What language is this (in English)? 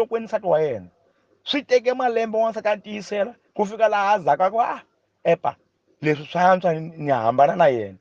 Tsonga